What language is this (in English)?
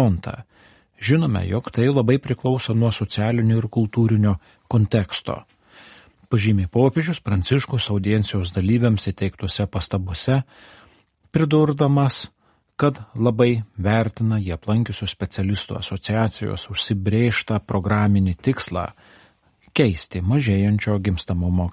Lithuanian